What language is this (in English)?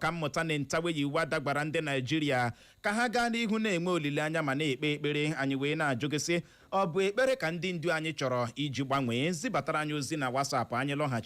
Igbo